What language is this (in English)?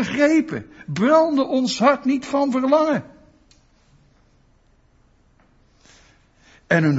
Dutch